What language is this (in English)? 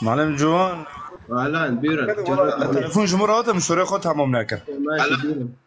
Kurdish